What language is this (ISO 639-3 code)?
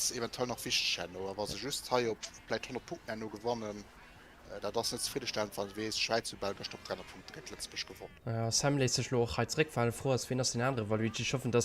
ltz